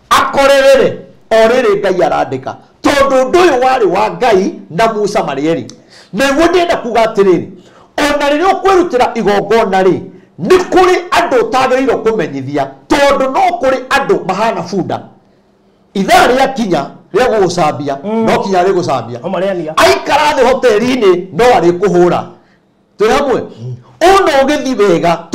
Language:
Kikuyu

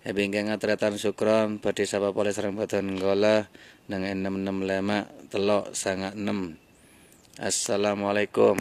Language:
Madurese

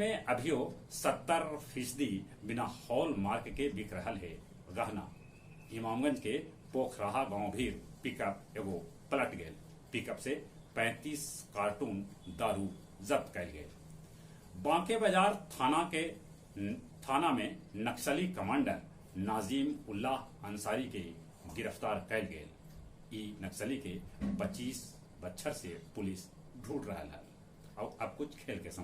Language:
Magahi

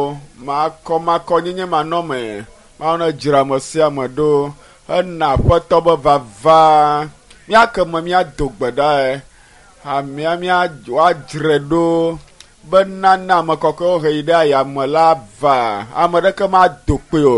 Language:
Ewe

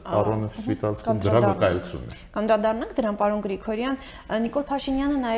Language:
Armenian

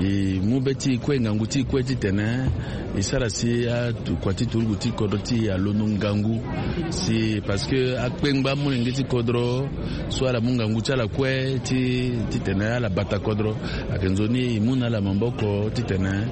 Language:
Sango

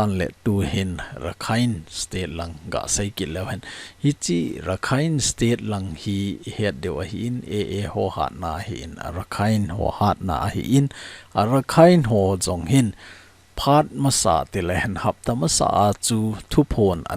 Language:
Thado Chin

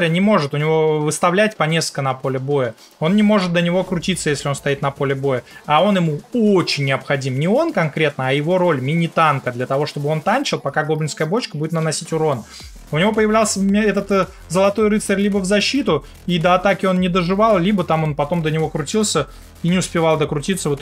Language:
Russian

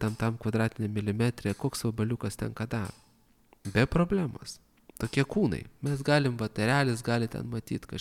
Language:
Lithuanian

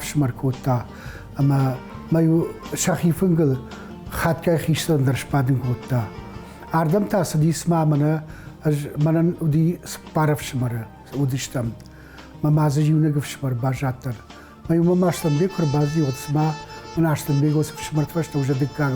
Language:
Ossetic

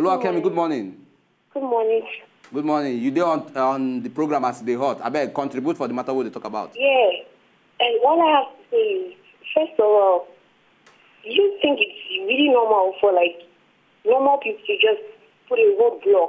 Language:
Nigerian Pidgin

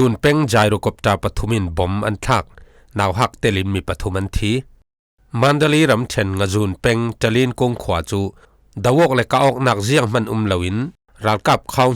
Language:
Falam Chin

